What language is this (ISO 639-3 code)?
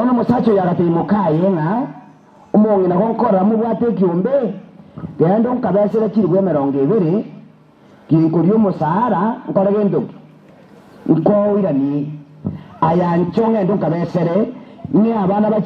guz